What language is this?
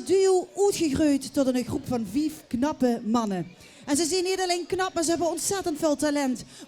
Limburgish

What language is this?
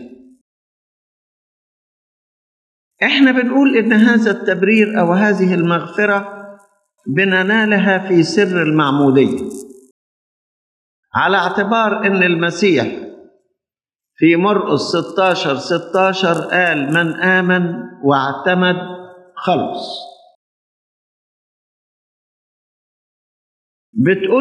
Egyptian Arabic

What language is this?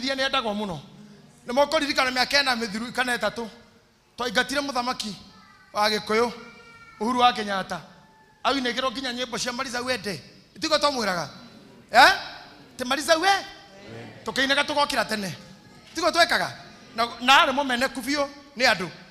Kikuyu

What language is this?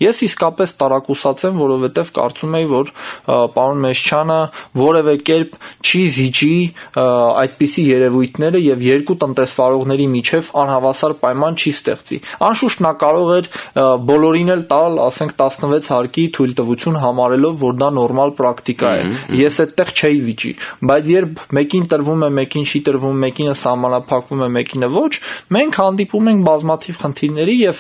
Armenian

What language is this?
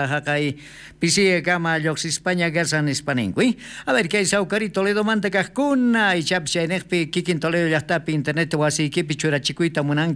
South Bolivian Quechua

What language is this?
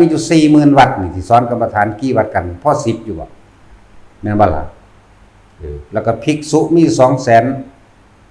Northeastern Thai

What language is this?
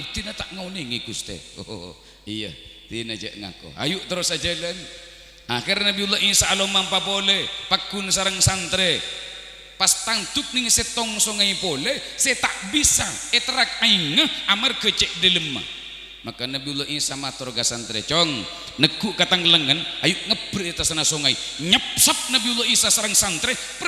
Madurese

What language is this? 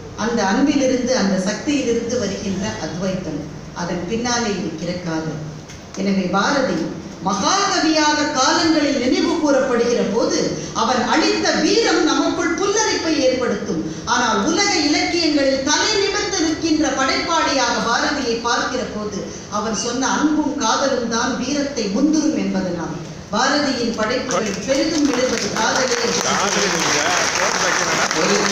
Tamil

